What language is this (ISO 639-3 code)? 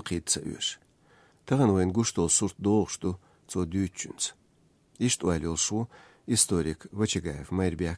che